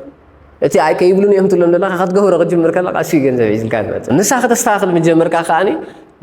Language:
Tigrinya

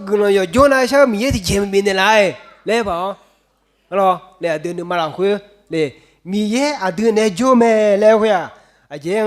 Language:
Akha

